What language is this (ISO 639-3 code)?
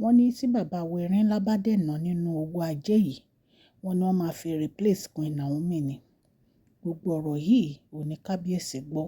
yor